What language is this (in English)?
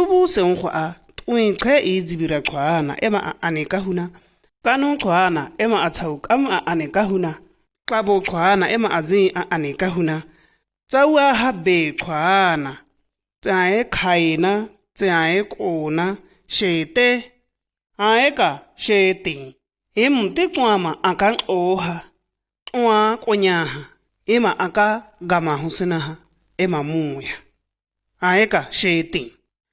Shua